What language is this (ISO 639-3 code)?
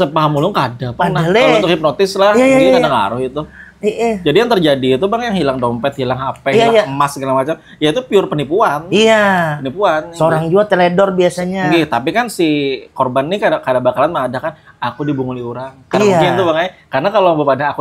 bjn